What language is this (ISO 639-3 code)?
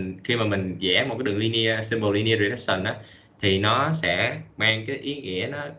vie